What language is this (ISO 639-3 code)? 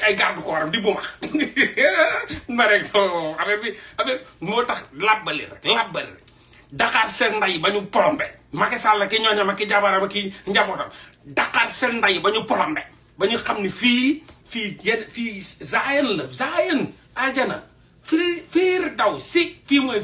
wol